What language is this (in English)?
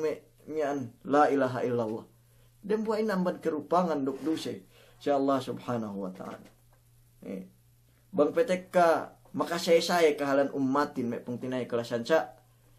Yakan